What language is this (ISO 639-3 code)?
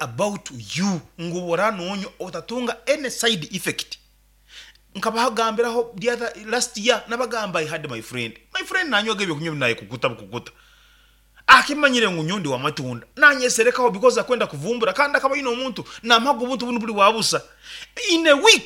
nyn